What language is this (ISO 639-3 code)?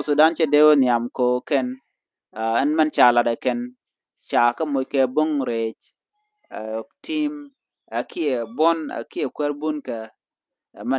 nus